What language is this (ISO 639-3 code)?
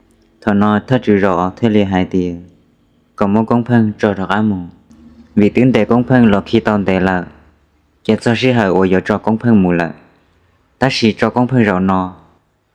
hmn